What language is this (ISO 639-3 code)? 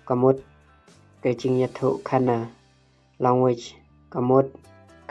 kha